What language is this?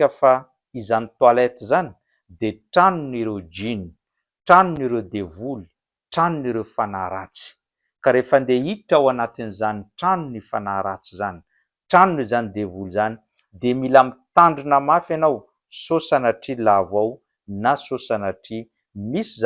Malagasy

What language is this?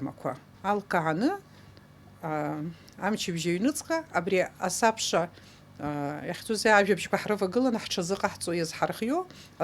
Abkhazian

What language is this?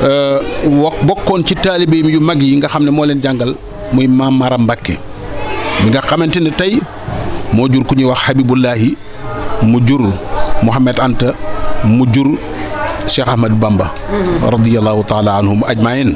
Wolof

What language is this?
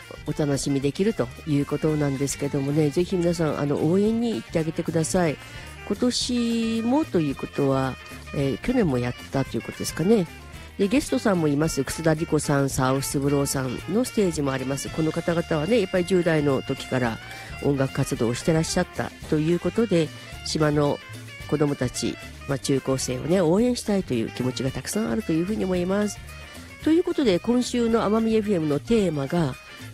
Japanese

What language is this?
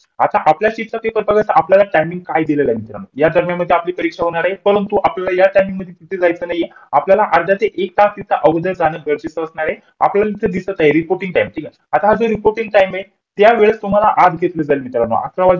Marathi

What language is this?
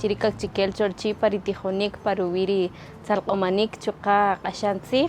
Kaqchikel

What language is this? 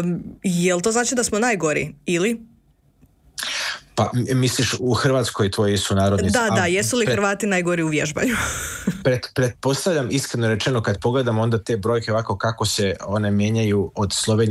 Croatian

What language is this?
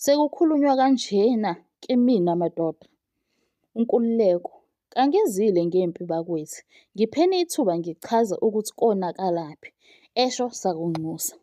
Zulu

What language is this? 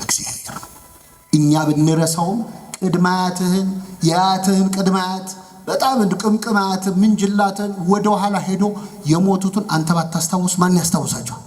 Amharic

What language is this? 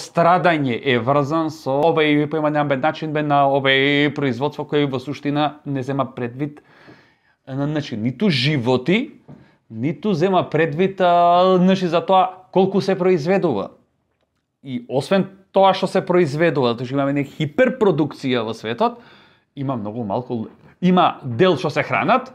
Macedonian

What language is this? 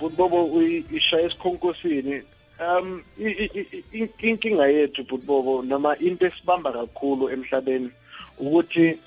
South Ndebele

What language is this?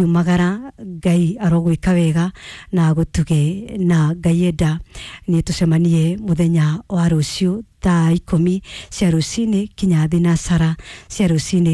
Kikuyu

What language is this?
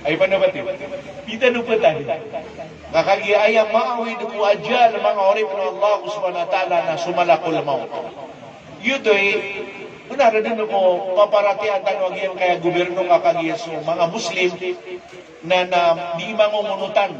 Maranao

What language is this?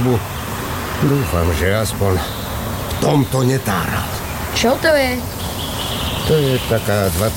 Slovak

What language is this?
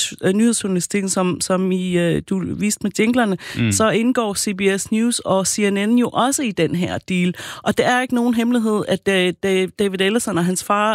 Danish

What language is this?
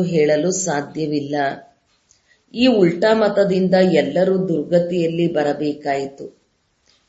Kannada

